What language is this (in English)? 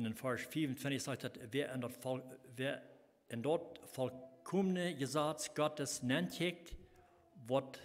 Plautdietsch